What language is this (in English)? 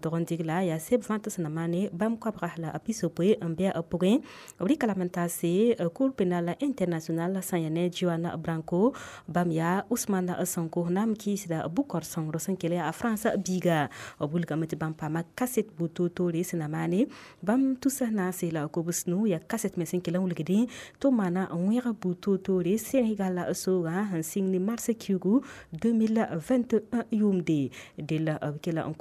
Mossi